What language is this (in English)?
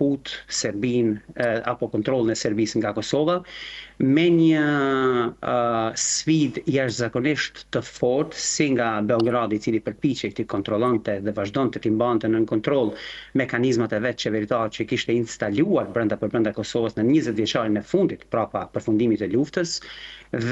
Albanian